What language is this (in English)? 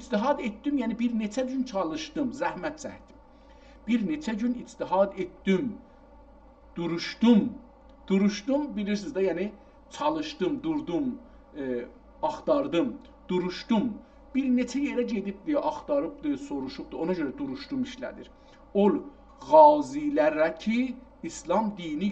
South Azerbaijani